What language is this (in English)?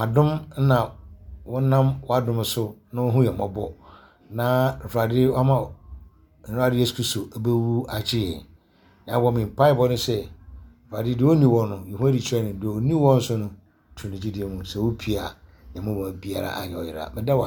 Akan